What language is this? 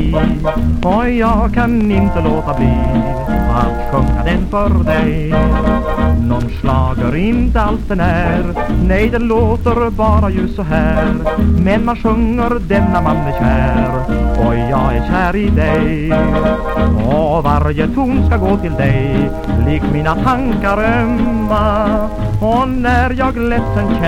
Swedish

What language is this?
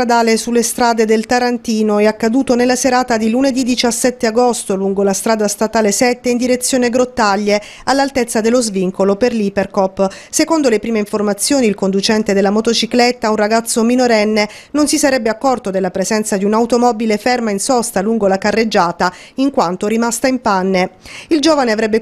Italian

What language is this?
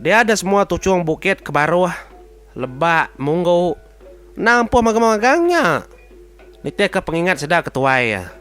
Iban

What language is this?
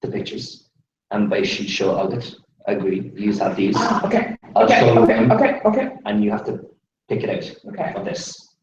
Irish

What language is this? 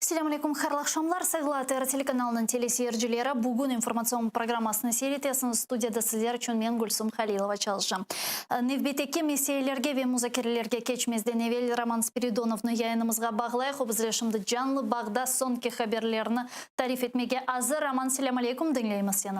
Crimean Tatar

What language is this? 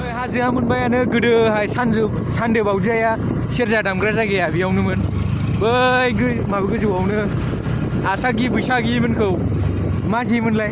Bodo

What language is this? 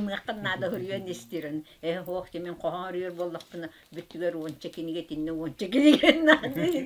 Yakut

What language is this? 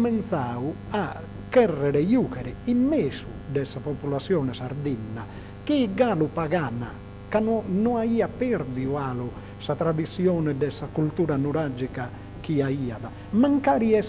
Sardinian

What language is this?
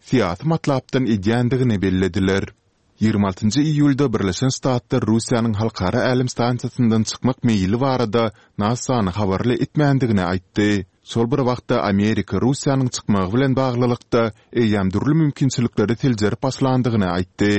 Turkmen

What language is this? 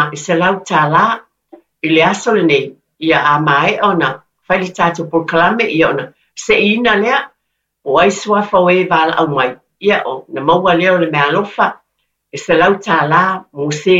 Samoan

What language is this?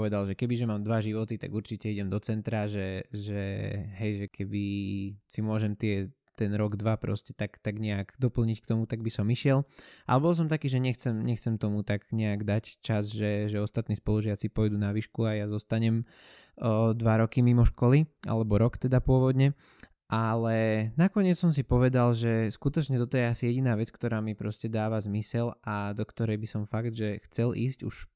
Slovak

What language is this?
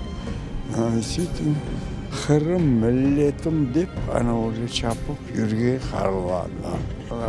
Crimean Tatar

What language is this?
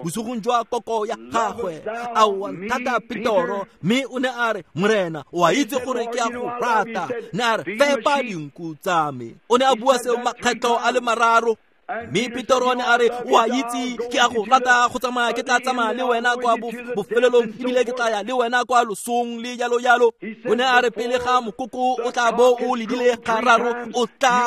Tswana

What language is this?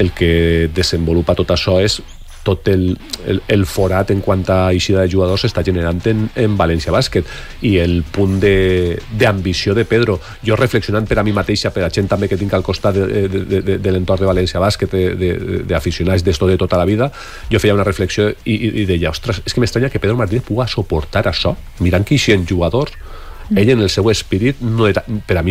Catalan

